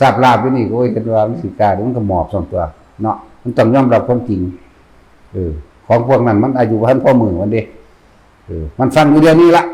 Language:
Northeastern Thai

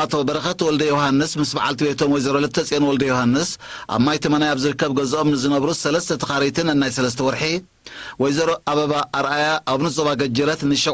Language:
Tigrinya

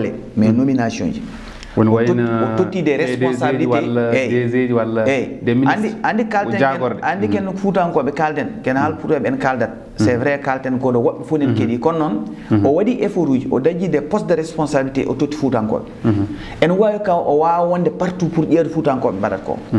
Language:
Fula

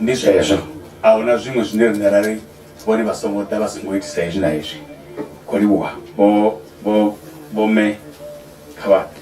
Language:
Venda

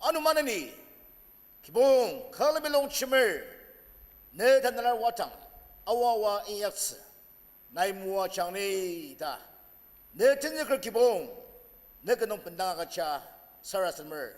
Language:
Ao Naga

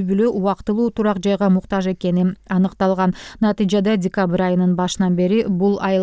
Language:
Kyrgyz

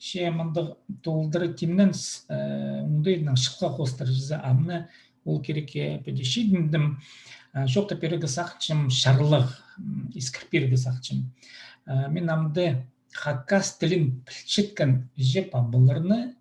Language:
Khakas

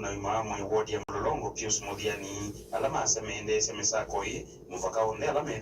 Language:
Kamba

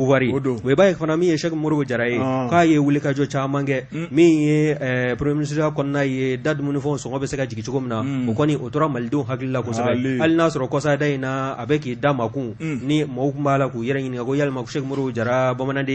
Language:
Bambara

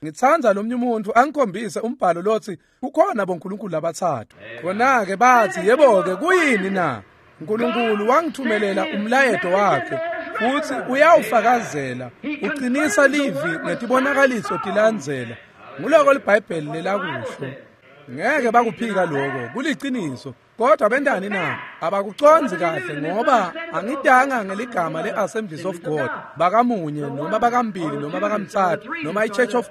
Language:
Swati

